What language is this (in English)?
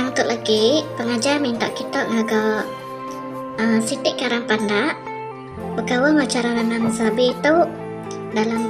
Iban